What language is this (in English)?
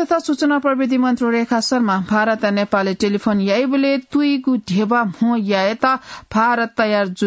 Newari